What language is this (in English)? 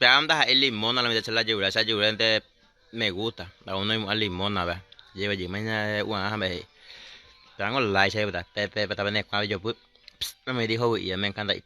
Guarani